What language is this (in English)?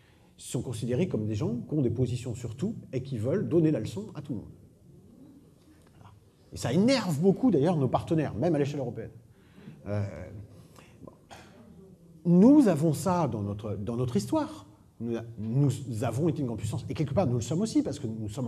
French